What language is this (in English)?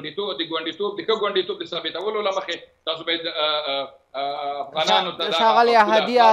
Pashto